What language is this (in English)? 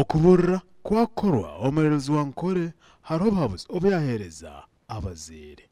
Nyankole